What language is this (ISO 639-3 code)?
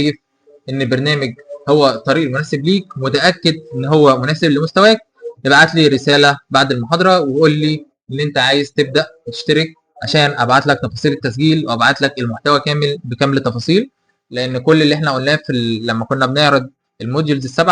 arz